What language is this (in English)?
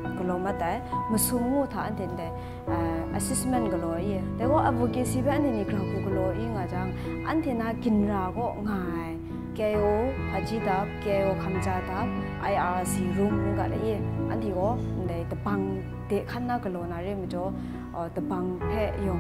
Kachin